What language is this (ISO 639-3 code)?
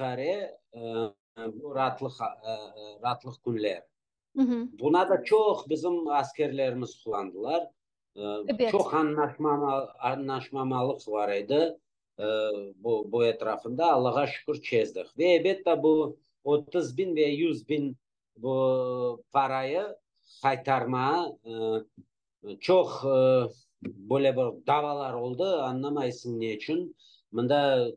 crh